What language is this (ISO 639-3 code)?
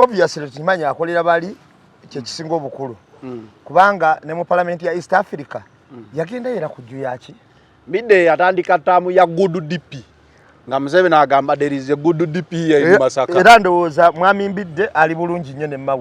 lug